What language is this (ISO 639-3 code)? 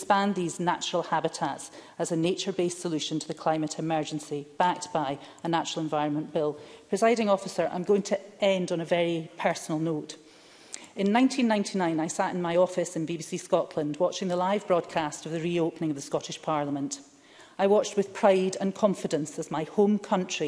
eng